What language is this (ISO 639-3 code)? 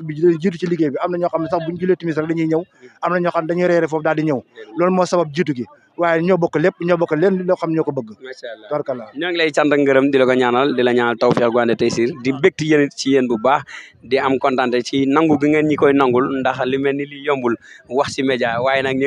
wol